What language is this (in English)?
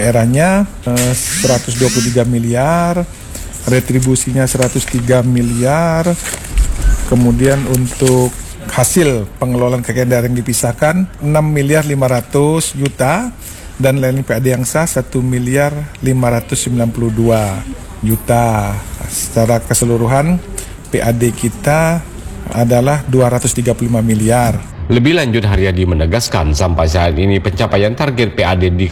Indonesian